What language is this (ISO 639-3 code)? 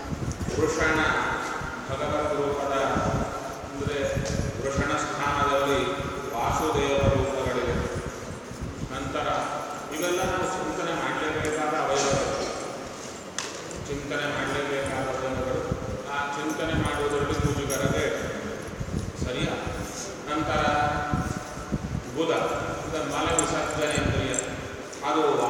kan